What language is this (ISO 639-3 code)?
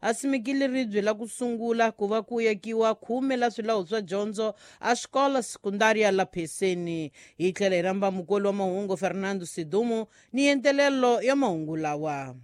tso